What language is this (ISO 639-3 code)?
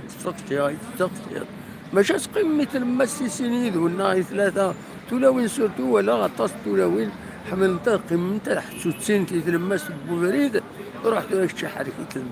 kab